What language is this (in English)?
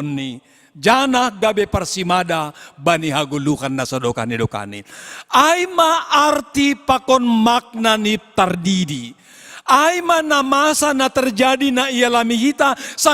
Batak Simalungun